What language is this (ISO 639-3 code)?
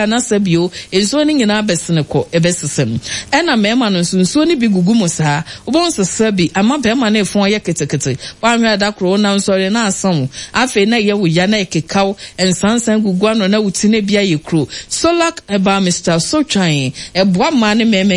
aka